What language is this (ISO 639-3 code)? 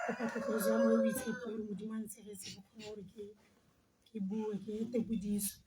tsn